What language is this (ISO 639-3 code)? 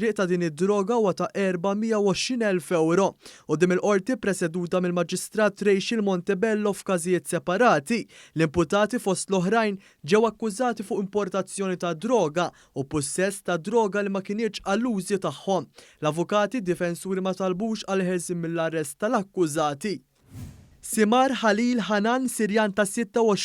mlt